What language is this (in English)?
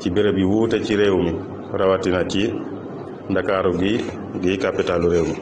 Wolof